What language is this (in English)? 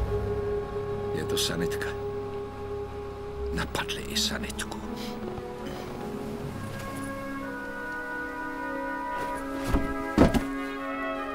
Czech